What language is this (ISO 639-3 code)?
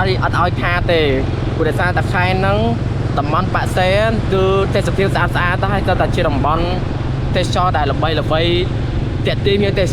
khm